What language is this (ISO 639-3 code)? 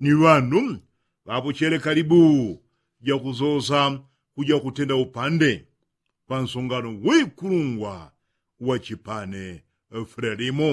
yao